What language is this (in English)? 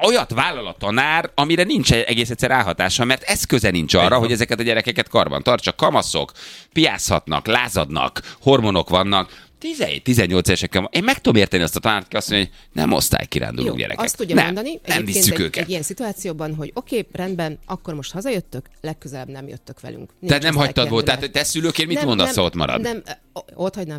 Hungarian